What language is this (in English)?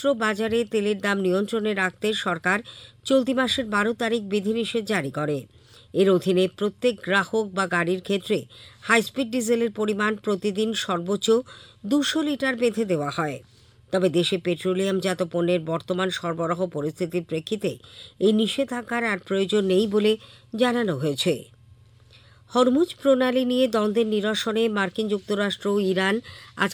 Bangla